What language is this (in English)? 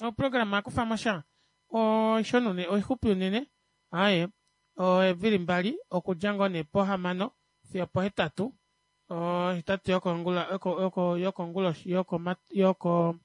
Kuanyama